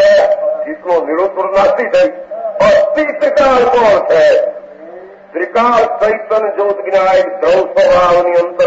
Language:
Gujarati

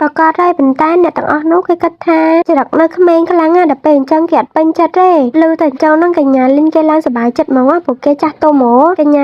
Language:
Khmer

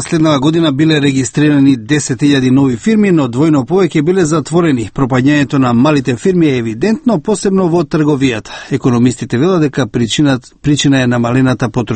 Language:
Macedonian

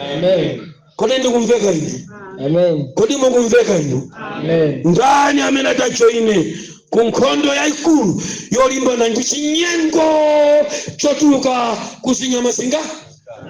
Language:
Nyanja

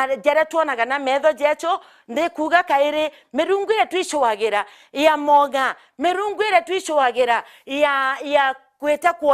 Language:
Meru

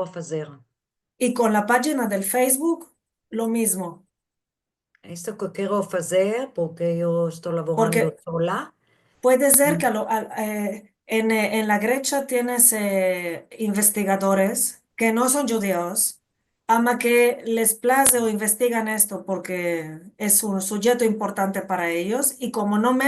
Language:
Ladino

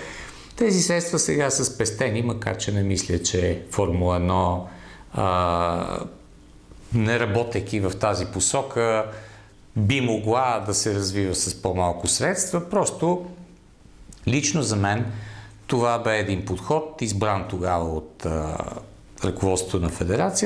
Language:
Bulgarian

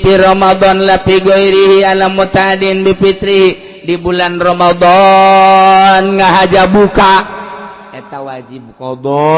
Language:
Sundanese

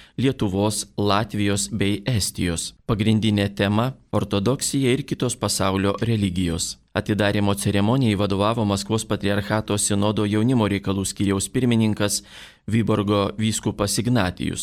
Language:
Lithuanian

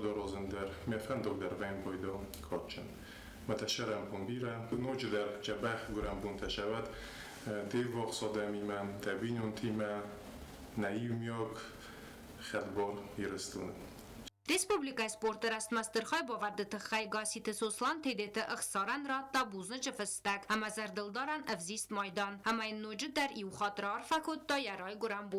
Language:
Ossetic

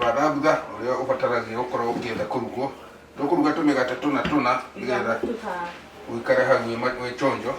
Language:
Kikuyu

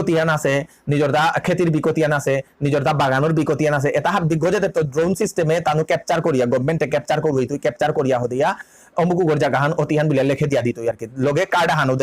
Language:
Bishnupriya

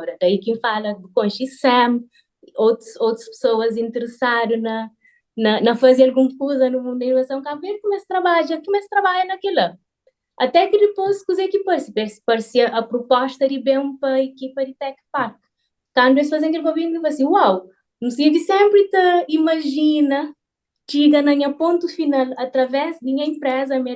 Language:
Kabuverdianu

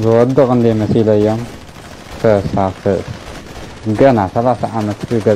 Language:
Tigrinya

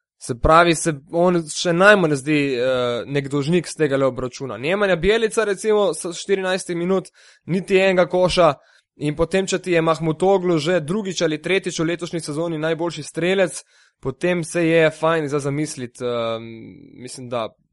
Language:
Slovenian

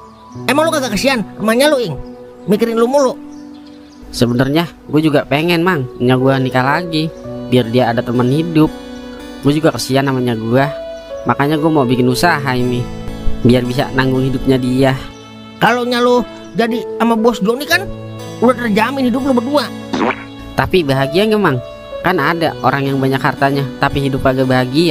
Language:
Betawi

